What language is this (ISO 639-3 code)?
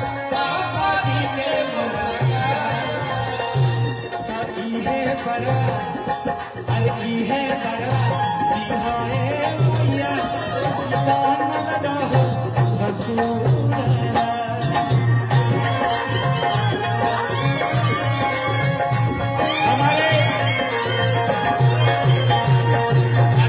bho